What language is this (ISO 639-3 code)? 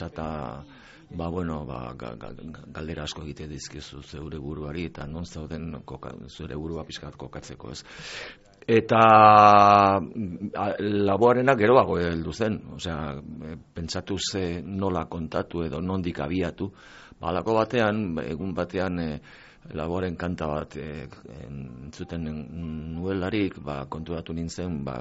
eus